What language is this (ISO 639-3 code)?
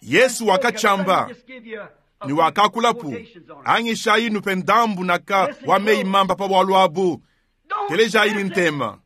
lua